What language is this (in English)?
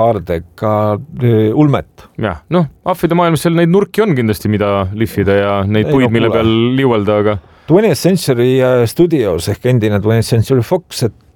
Estonian